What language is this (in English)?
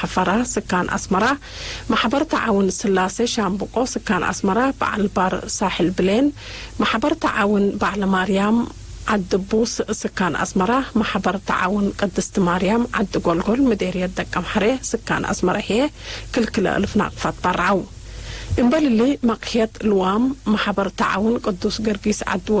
Tigre